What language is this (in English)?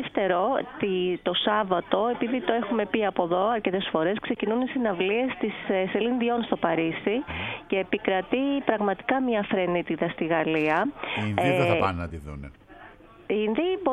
Greek